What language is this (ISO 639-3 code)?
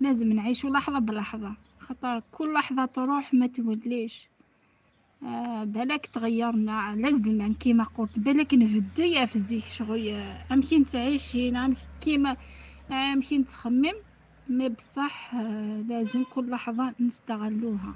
arq